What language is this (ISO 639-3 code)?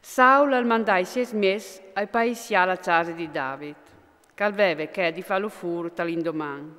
fur